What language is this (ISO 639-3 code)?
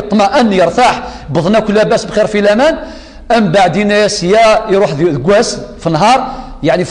kab